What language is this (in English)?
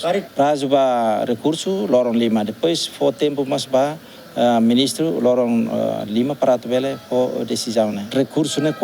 Tetum